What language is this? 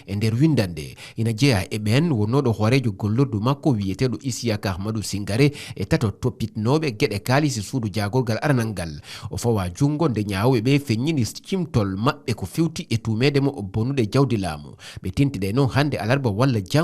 Fula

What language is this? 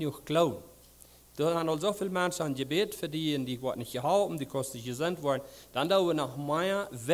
Plautdietsch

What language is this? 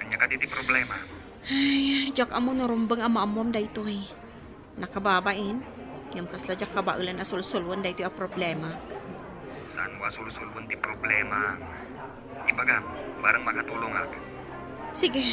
Iloko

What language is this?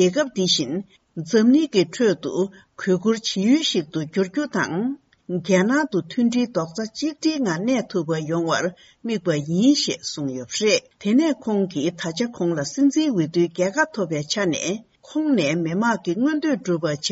Tibetan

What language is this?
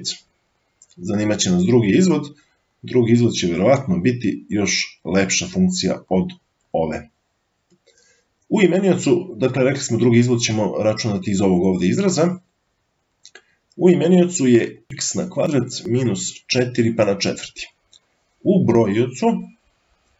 Serbian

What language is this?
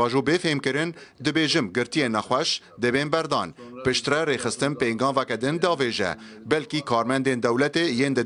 Kurdish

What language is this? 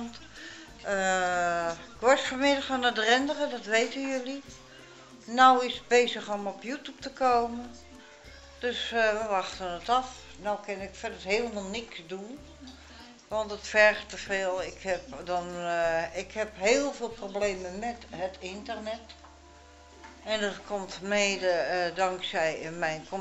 Dutch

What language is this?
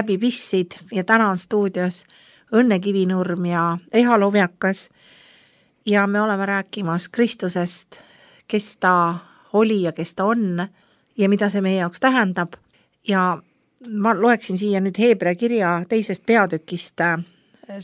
Estonian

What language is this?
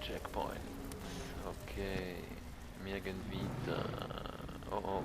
Swiss German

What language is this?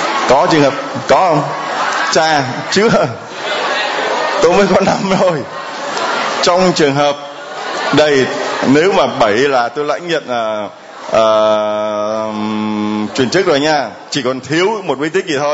Vietnamese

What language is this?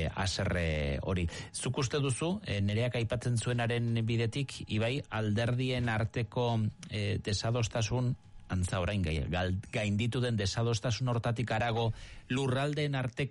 Basque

